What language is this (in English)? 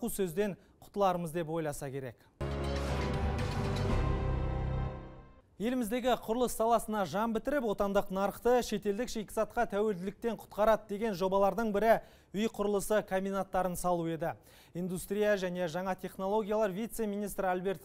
Kazakh